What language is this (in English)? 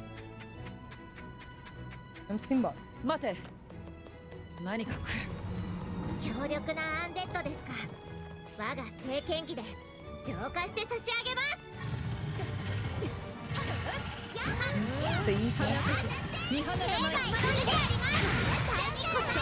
Portuguese